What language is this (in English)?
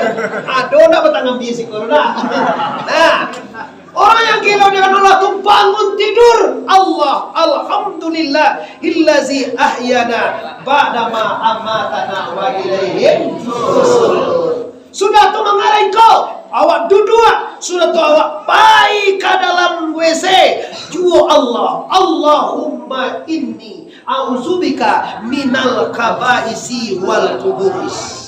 Minangkabau